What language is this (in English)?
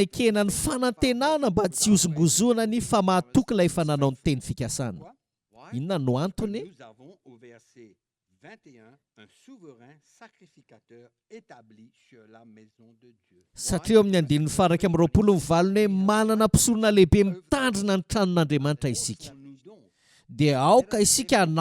Malagasy